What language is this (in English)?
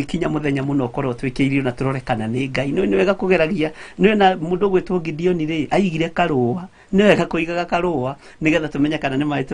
Kikuyu